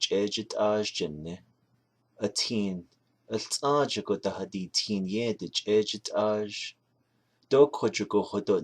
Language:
Navajo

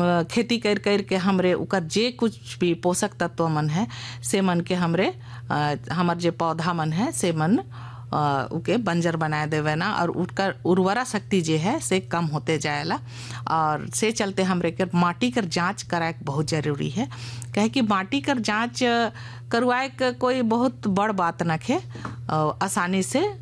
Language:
Sadri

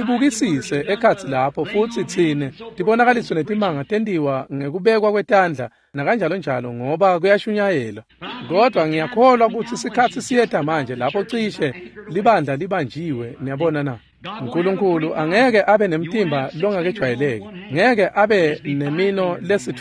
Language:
Swati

